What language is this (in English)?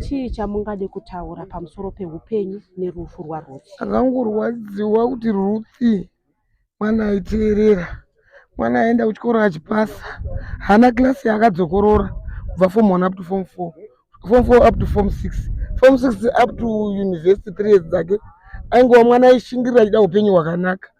Shona